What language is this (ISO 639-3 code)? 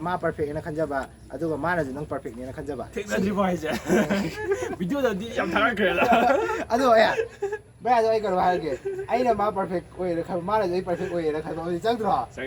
mni